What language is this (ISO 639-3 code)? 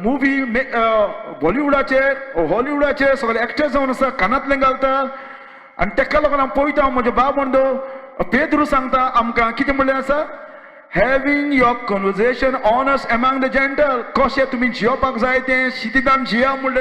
kok